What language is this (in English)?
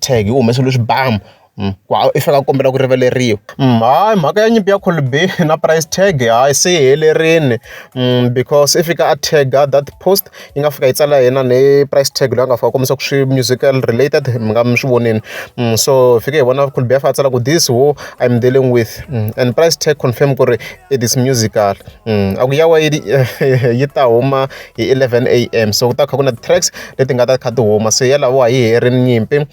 Tsonga